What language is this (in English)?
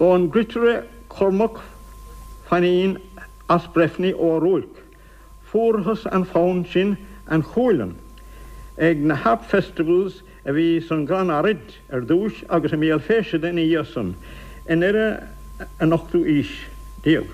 Irish